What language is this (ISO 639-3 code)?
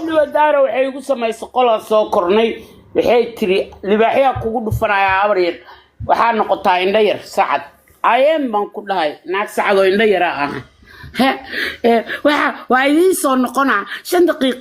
som